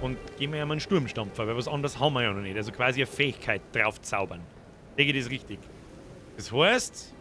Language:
Bavarian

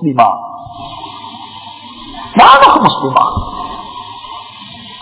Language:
Tamil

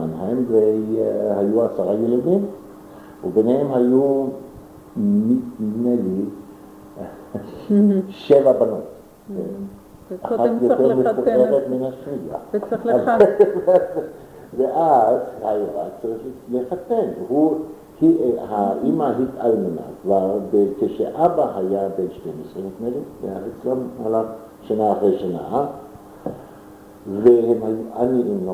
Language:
Hebrew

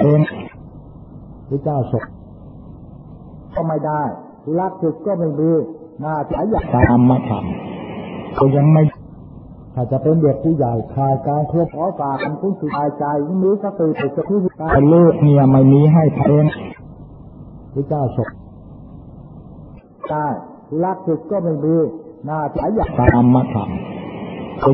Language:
Thai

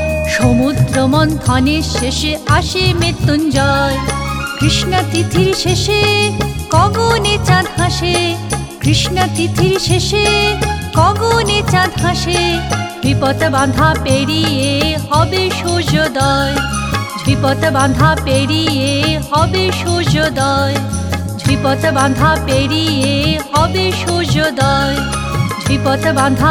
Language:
Bangla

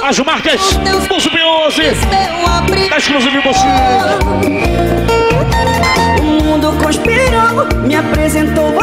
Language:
Portuguese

